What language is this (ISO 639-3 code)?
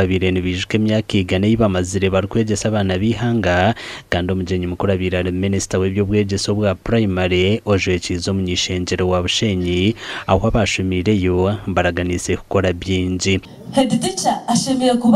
nyn